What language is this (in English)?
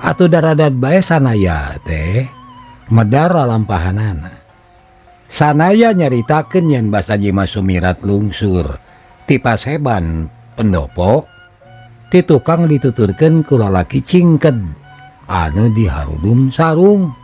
Sundanese